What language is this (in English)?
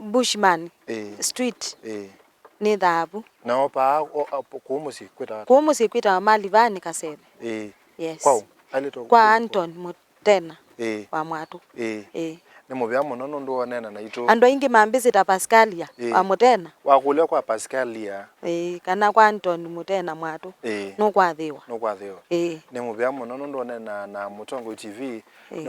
Kamba